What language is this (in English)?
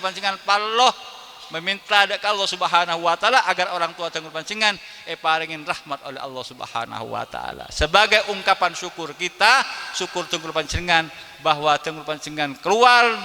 Madurese